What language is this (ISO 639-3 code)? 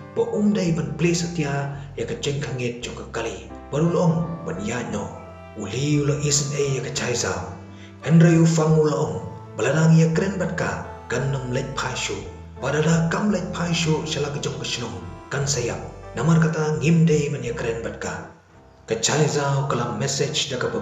kha